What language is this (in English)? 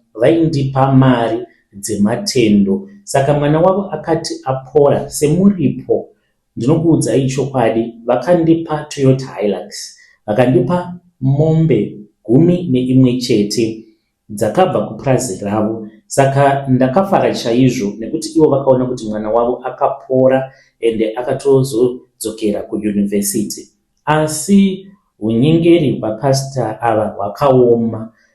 Shona